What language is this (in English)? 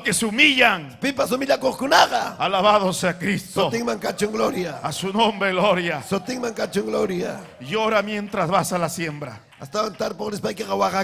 Ayacucho Quechua